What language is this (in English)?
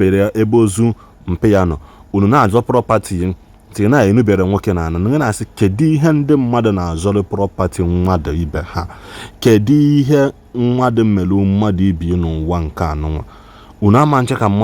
Igbo